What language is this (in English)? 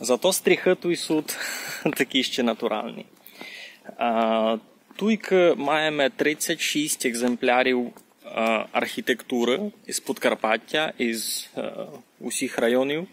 Rusyn